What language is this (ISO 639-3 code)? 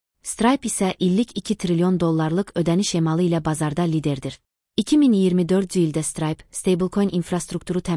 aze